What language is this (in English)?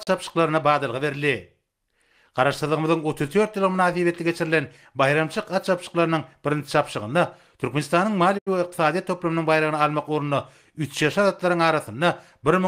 Turkmen